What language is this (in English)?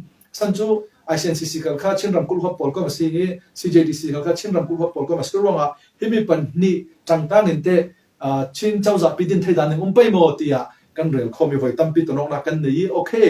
Falam Chin